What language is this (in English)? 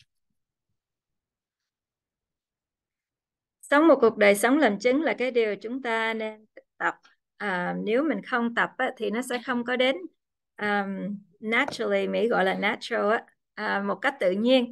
Vietnamese